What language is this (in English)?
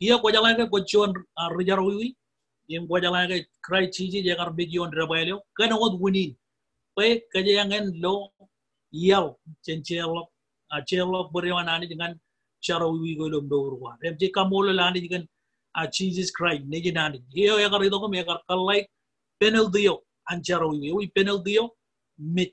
Marshallese